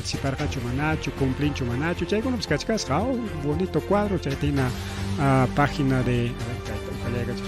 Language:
Ayacucho Quechua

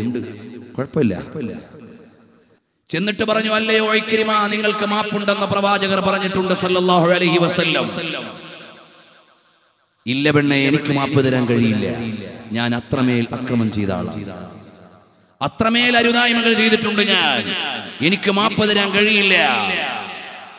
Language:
Malayalam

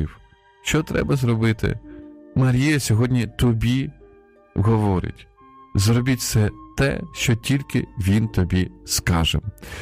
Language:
Ukrainian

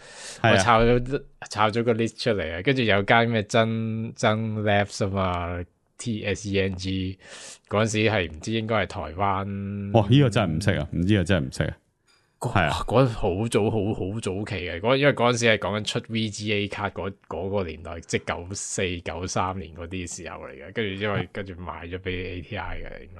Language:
Cantonese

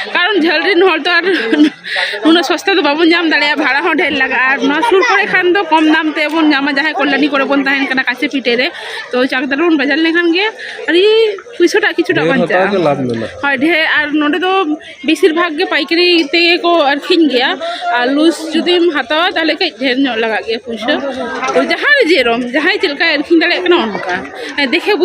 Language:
Santali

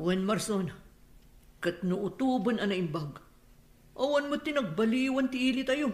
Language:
Iloko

